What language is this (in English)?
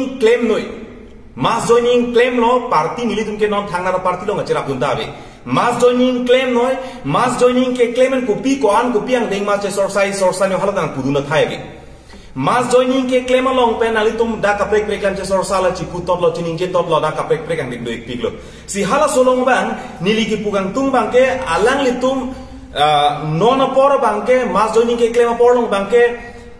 Karbi